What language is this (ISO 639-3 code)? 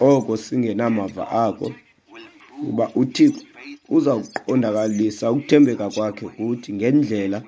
xho